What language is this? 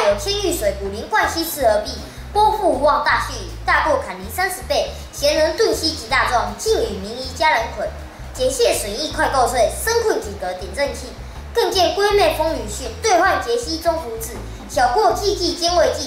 Literary Chinese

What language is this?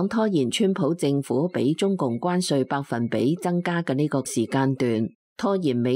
Cantonese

